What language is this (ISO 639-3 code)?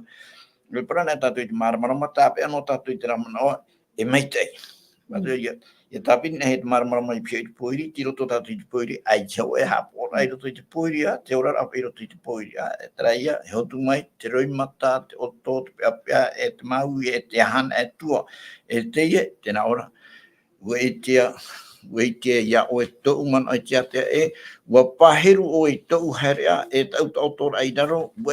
tah